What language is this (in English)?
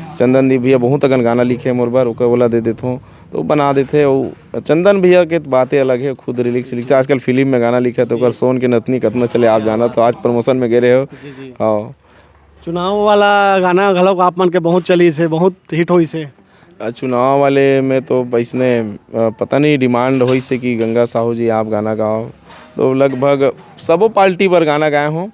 Chhattisgarhi